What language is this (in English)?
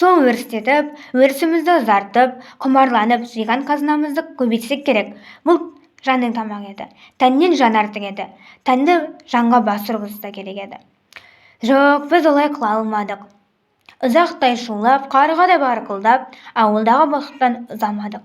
Kazakh